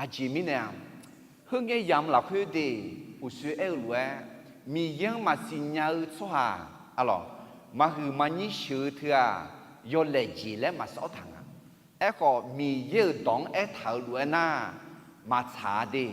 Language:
Akha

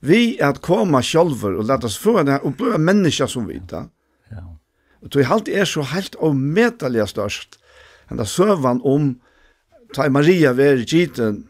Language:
Faroese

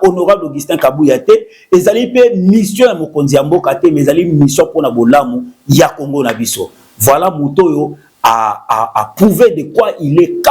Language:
Lingala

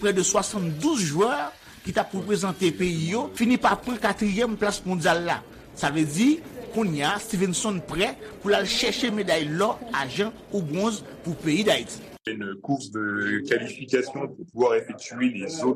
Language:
Haitian Creole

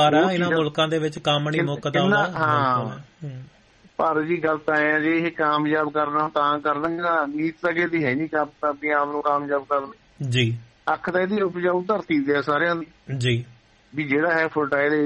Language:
Punjabi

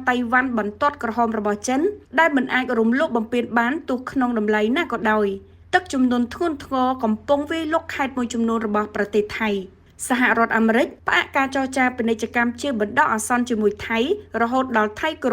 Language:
Khmer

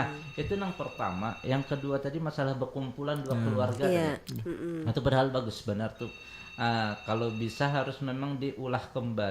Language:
Banjar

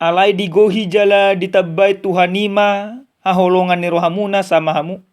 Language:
Batak Toba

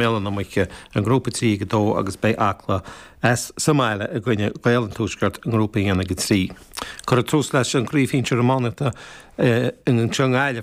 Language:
Irish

